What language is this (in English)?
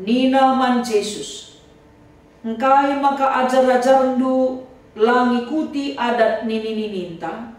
Batak Karo